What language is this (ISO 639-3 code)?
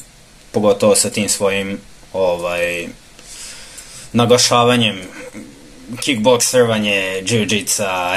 srp